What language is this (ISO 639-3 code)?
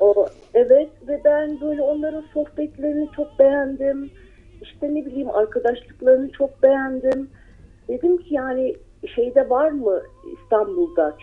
tur